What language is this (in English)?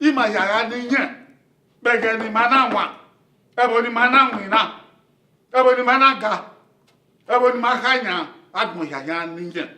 Bini